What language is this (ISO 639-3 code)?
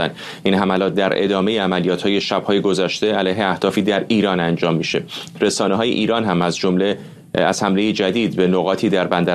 fas